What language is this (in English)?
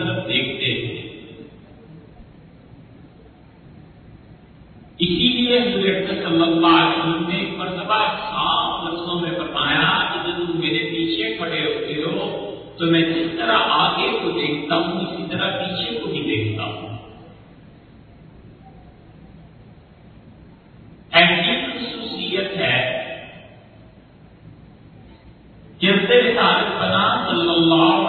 Urdu